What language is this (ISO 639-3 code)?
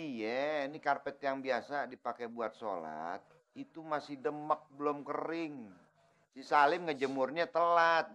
bew